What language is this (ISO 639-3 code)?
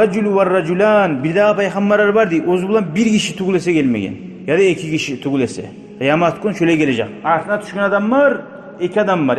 kum